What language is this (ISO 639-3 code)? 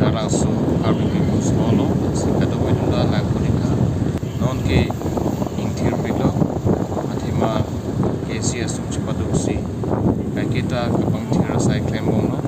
mjw